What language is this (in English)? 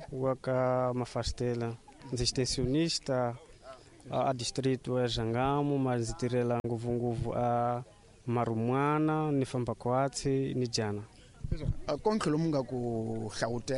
Tsonga